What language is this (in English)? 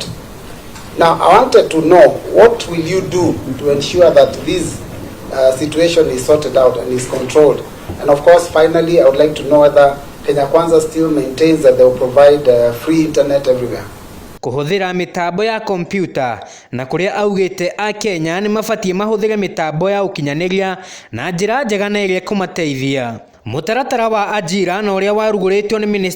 Kikuyu